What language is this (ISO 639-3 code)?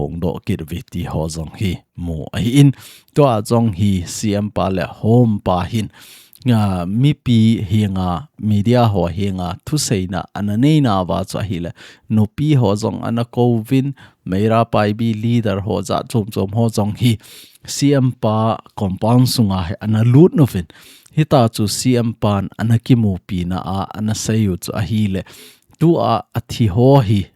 tcz